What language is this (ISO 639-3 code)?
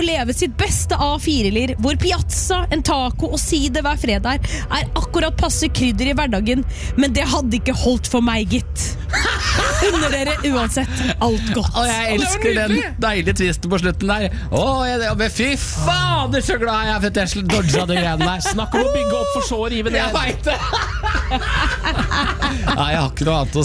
nor